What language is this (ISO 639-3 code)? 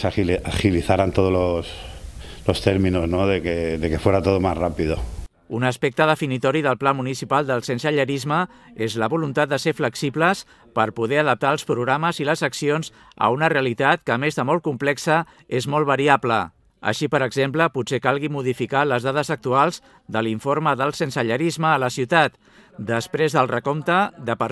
cat